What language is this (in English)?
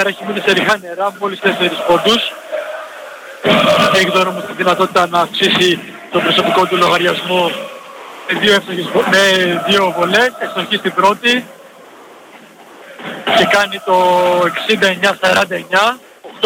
Greek